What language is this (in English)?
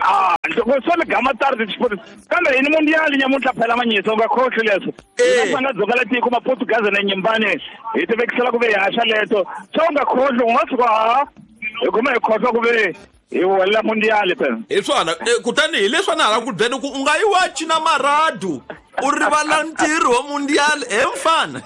Tsonga